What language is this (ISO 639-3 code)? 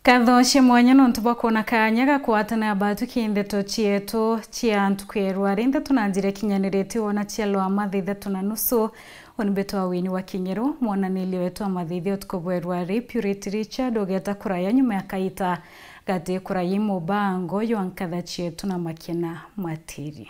mer